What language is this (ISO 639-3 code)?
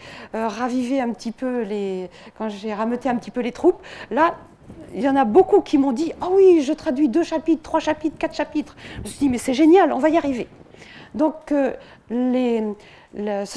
fra